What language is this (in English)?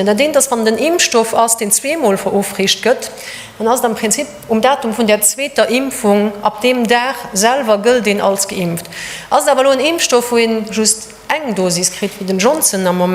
Luxembourgish